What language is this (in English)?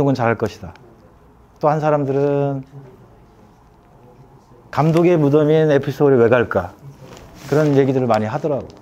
Korean